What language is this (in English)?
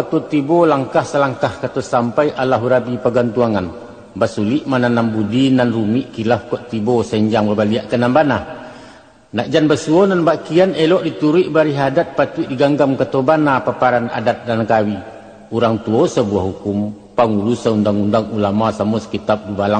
Minangkabau